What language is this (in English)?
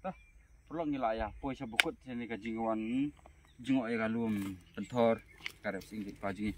Khasi